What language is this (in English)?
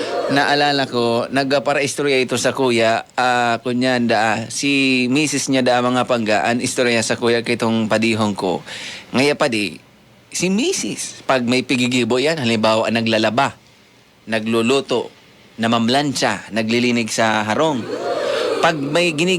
Bikol